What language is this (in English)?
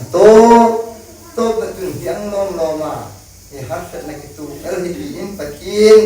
Hmar